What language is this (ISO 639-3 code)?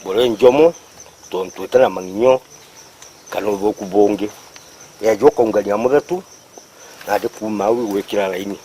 mer